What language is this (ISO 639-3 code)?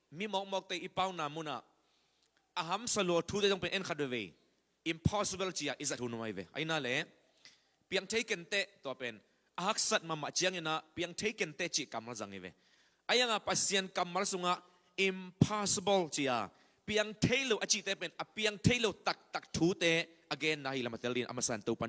ctd